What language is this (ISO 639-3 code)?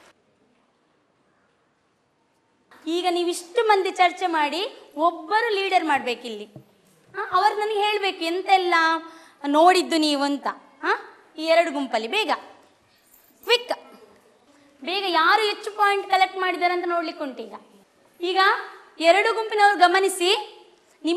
kan